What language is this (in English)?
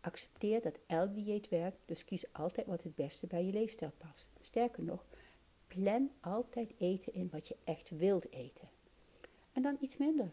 Dutch